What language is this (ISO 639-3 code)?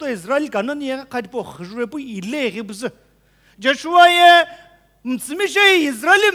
nsm